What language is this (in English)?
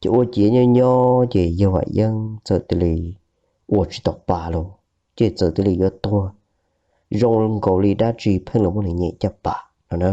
Hmong